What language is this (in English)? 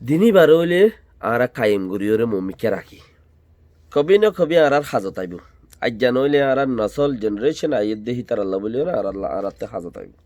Rohingya